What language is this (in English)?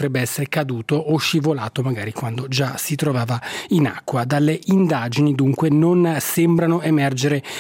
Italian